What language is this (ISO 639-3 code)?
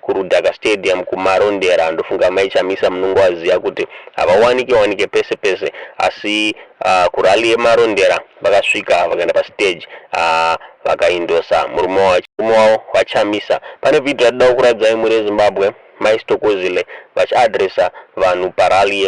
sna